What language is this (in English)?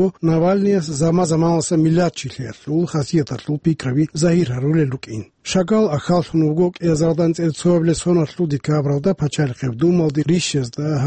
Avaric